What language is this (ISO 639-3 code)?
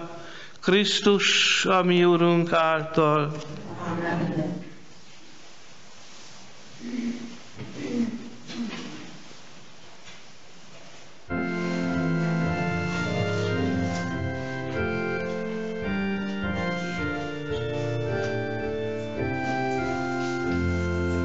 hun